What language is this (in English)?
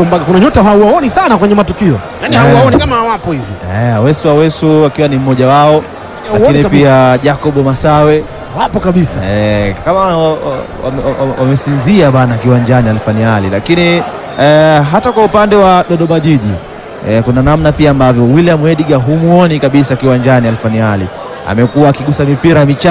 Swahili